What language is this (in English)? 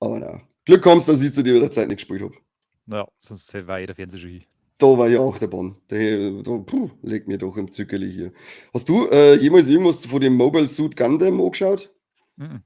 Bavarian